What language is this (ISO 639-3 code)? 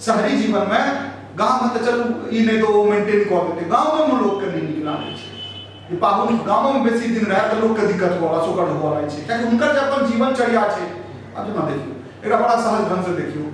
mai